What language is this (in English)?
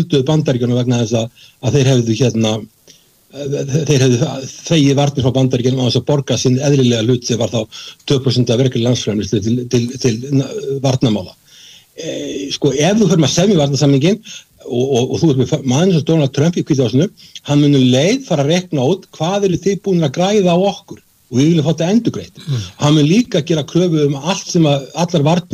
Icelandic